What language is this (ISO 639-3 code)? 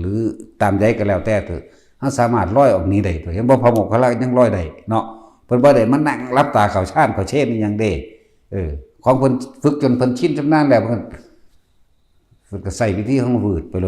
tts